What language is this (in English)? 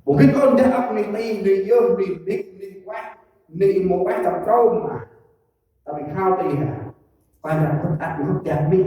Central Mnong